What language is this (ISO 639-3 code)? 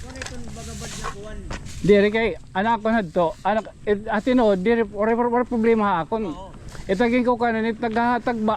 war